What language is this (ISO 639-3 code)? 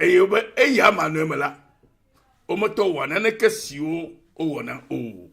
ewe